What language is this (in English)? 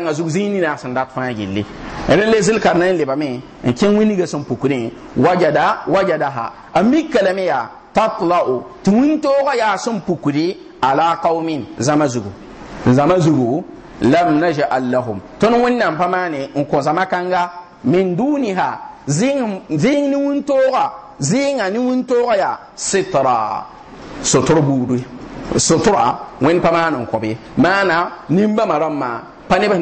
Mossi